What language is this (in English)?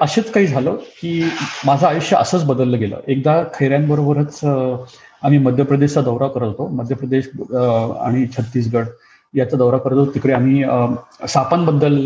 Marathi